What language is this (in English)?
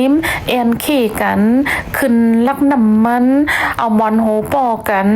Shan